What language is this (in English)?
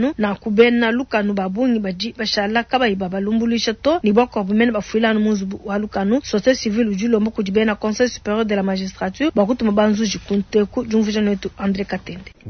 Luba-Lulua